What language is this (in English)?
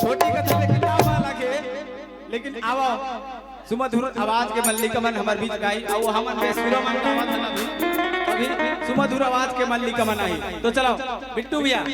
Chhattisgarhi